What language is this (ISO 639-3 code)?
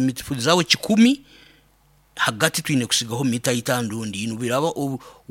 nyo